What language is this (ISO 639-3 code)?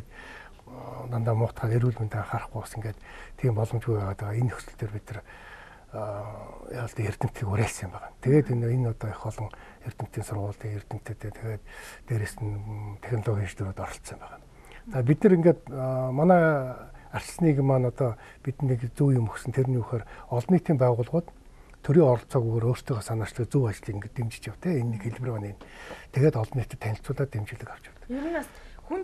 mon